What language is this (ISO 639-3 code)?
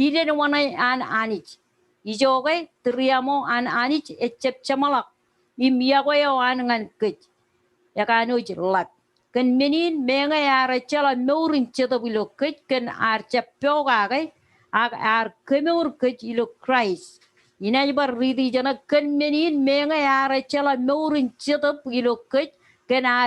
mah